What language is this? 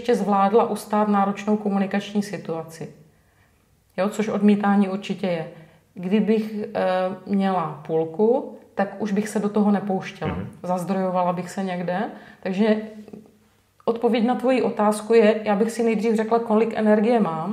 Czech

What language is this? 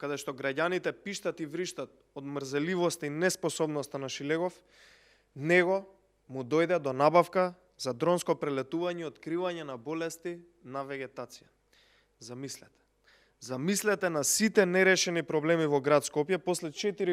Macedonian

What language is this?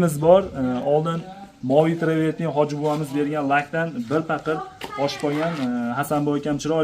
Uzbek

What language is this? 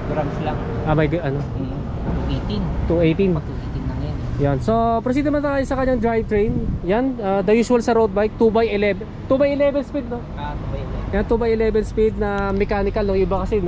Filipino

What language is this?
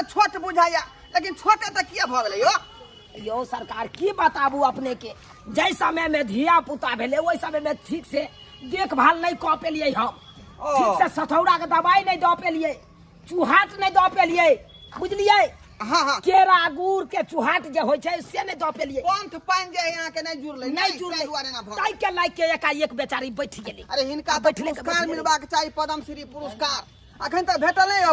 Maithili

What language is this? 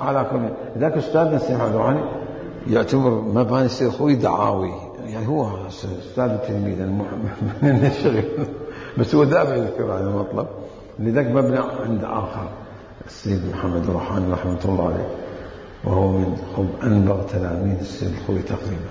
Mesopotamian Arabic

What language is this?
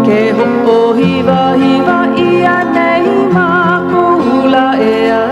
Hawaiian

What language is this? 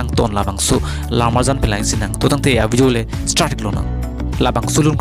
Karbi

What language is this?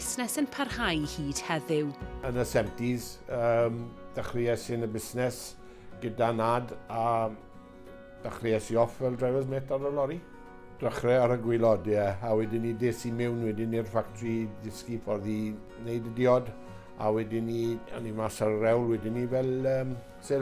Welsh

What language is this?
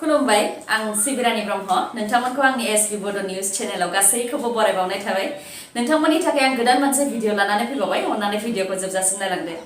Bodo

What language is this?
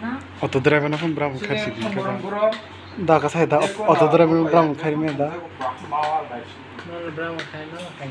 Kok Borok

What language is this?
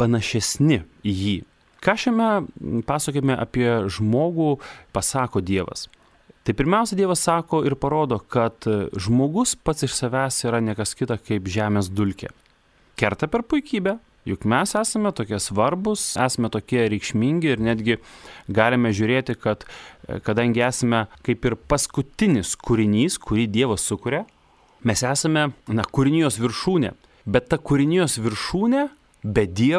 Lithuanian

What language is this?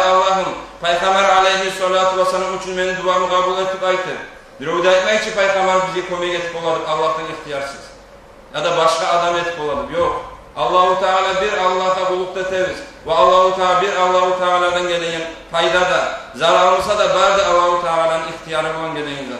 Kumyk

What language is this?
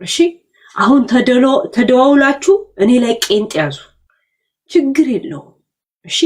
Amharic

